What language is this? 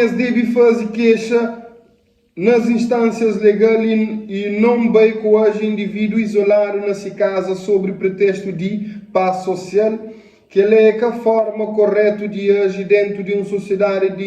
Kabuverdianu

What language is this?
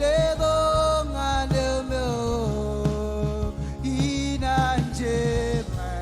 Marshallese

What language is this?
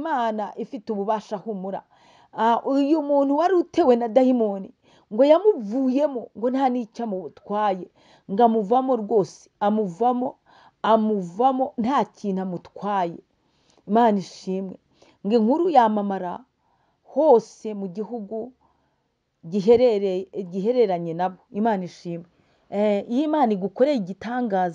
Kinyarwanda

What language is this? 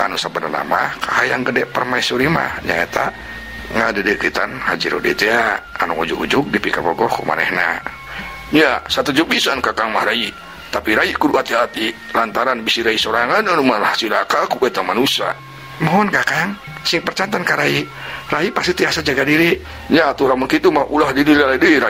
Sundanese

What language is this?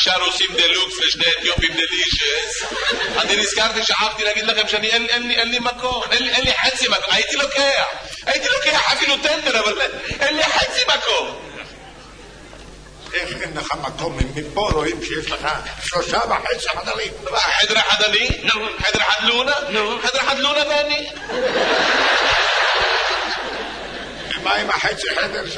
Hebrew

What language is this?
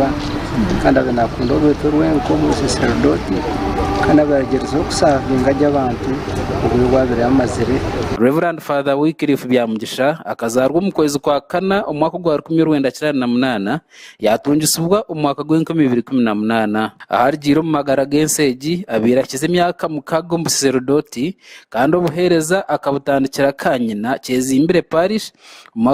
Nyankole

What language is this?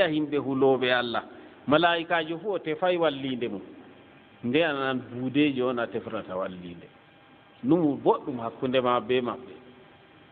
Fula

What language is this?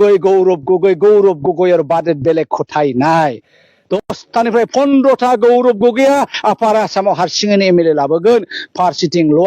Bodo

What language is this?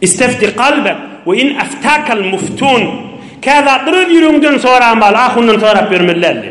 Turkmen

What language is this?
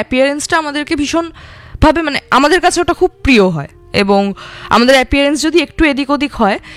Bangla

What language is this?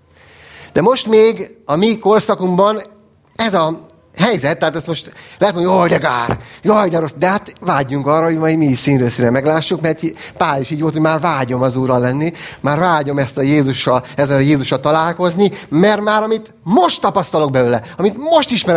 Hungarian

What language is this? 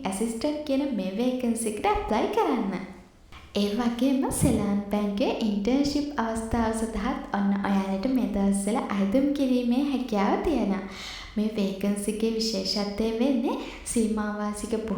Sinhala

